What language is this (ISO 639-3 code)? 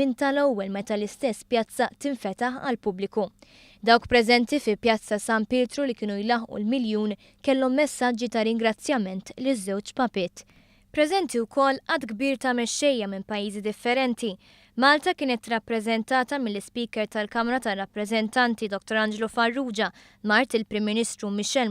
mlt